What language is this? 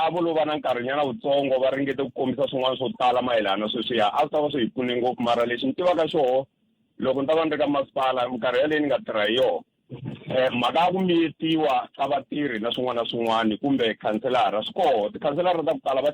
Tsonga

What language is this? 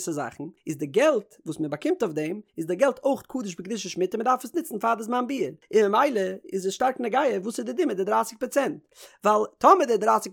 Yiddish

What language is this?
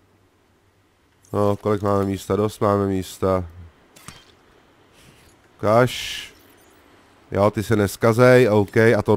Czech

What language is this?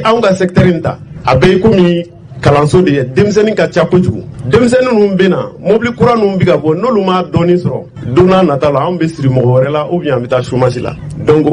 Bambara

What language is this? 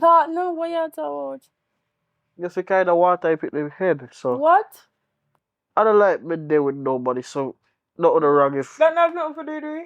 Jamaican Creole English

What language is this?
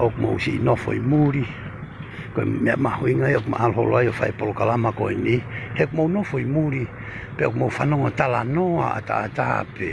Tongan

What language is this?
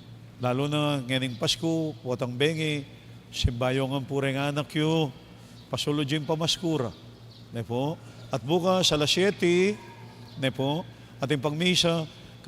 Pampanga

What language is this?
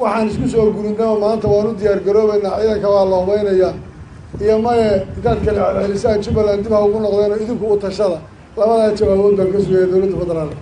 Somali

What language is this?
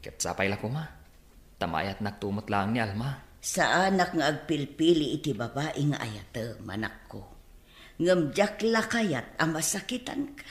Iloko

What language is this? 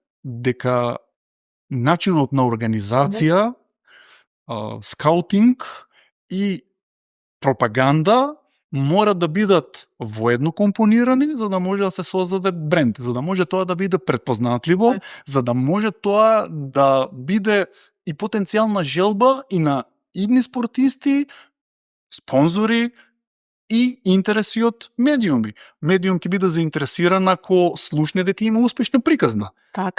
Macedonian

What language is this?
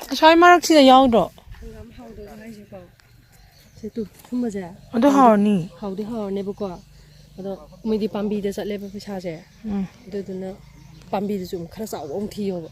Manipuri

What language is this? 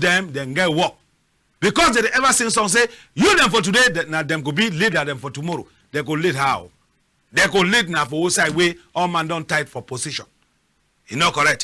Cameroon Pidgin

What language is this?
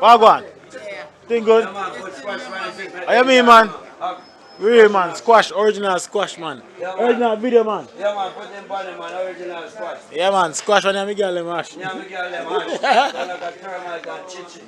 Jamaican Creole English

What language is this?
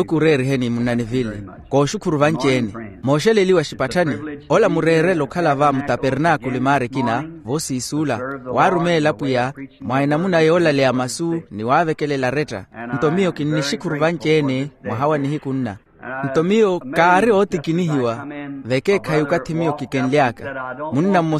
Makhuwa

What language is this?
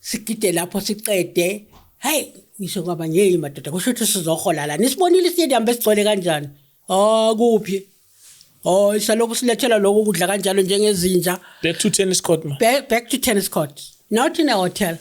Zulu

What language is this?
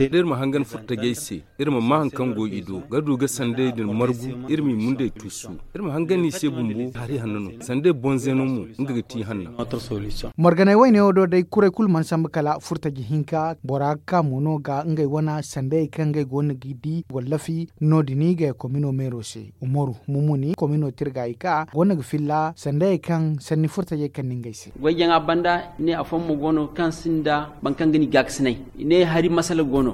Zarma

